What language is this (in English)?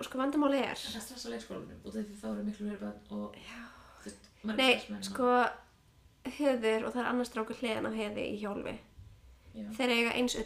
Icelandic